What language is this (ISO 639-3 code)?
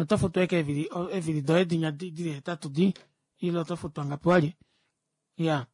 kua